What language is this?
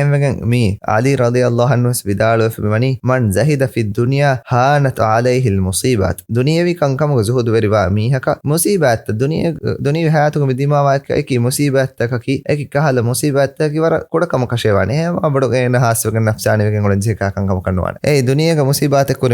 Divehi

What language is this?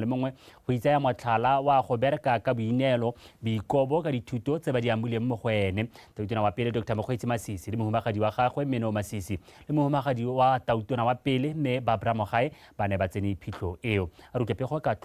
Tswana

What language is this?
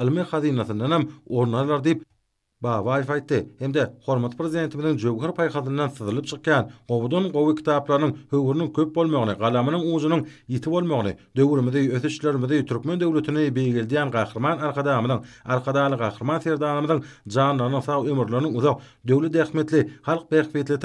Turkmen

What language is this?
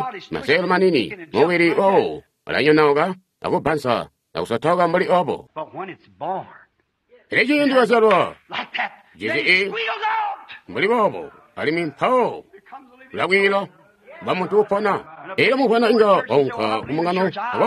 Tonga (Zambia)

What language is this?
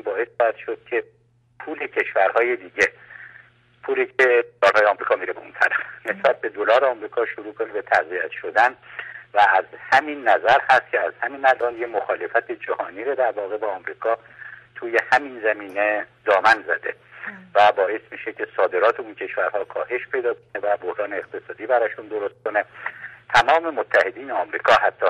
Persian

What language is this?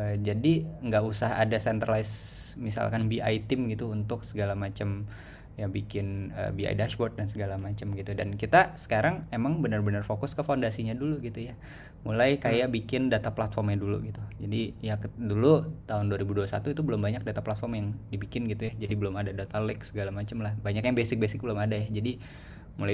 Indonesian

